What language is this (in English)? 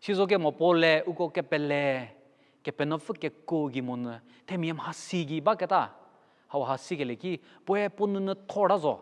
Angami Naga